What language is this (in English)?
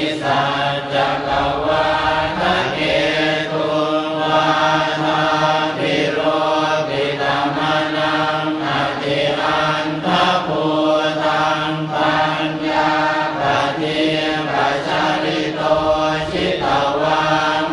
Pali